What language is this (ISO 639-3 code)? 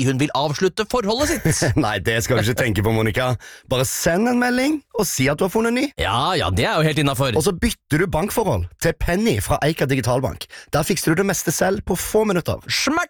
nor